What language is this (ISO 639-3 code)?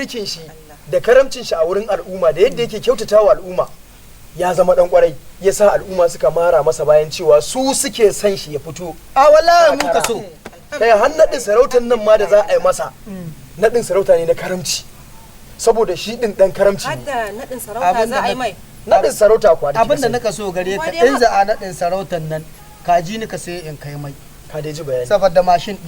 hau